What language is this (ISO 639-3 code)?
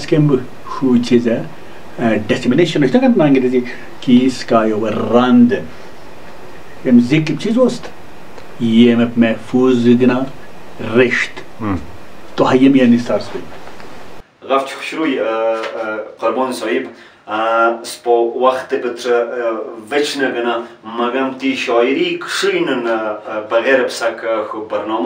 wbl